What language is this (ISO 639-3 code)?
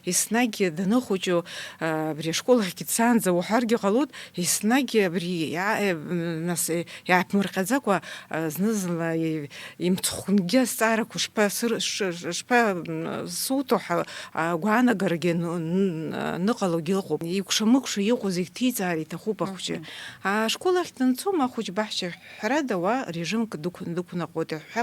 abk